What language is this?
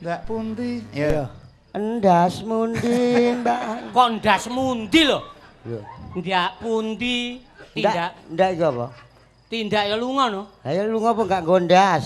Javanese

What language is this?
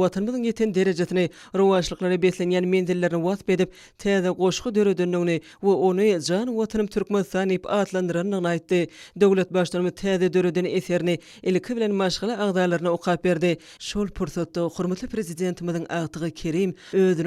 Turkmen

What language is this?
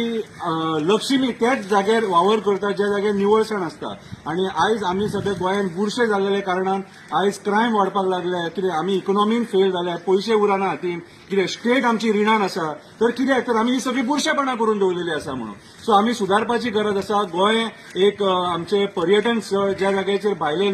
Konkani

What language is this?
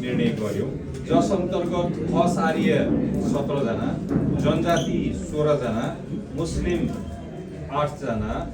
Nepali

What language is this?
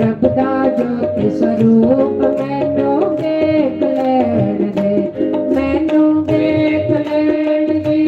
Dogri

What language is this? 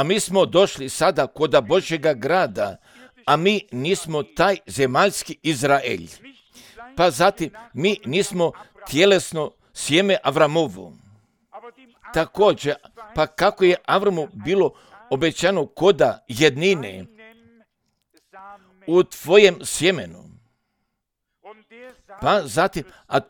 Croatian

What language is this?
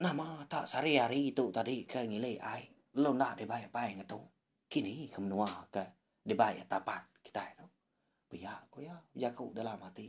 Iban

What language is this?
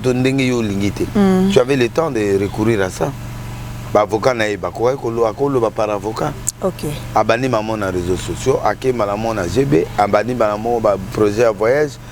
Lingala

